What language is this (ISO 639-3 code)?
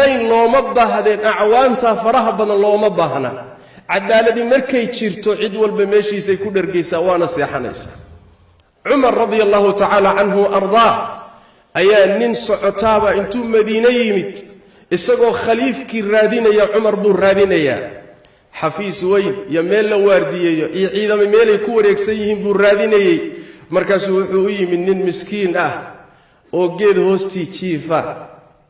som